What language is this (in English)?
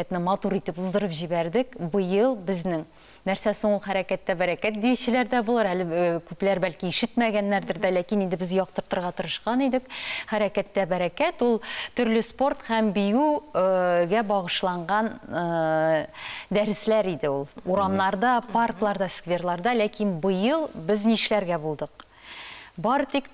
Tatar